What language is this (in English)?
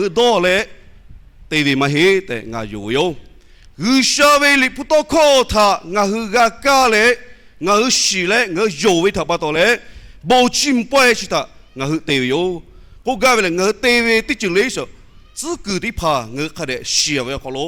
Lahu